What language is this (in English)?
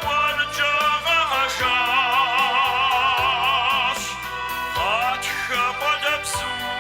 Kabardian